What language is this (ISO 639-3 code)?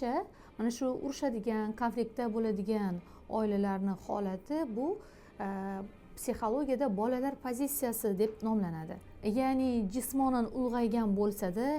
uzb